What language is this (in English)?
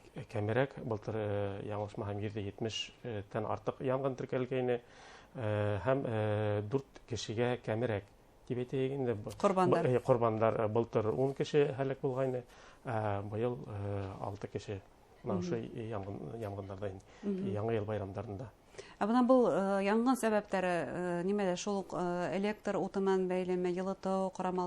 Bashkir